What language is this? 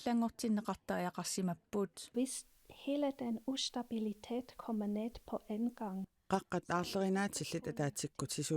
Kalaallisut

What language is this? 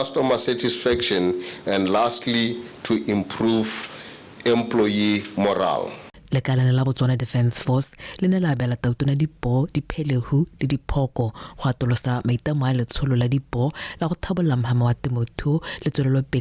Tswana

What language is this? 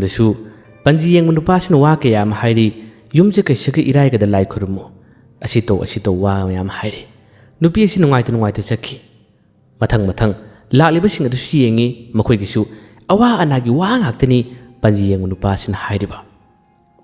Manipuri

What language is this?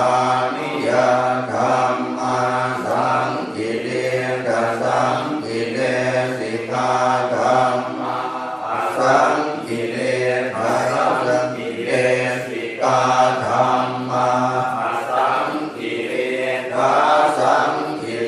Pali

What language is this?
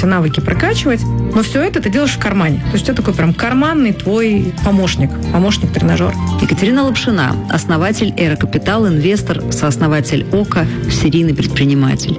Russian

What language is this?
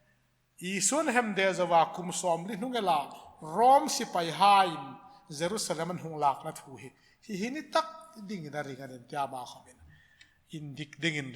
Hmar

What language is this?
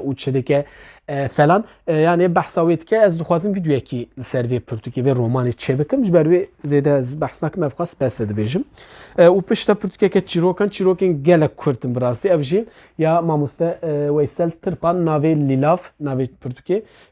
Kurdish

